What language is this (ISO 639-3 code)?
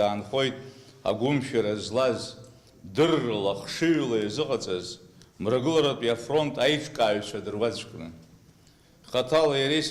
abk